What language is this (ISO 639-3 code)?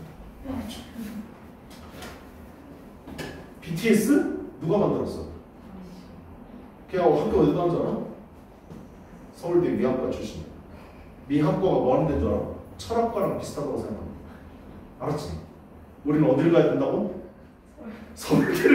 kor